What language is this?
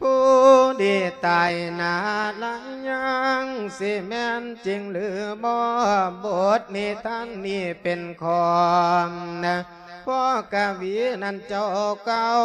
Lao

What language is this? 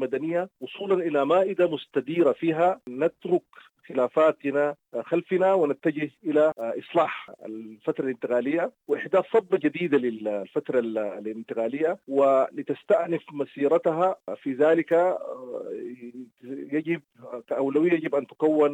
Sudanese Arabic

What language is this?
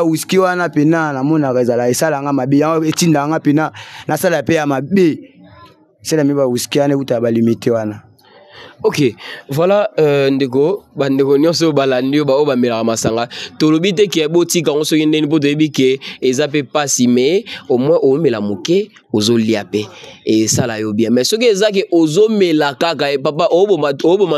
Lingala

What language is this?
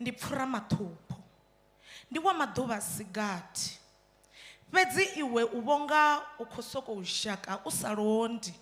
Venda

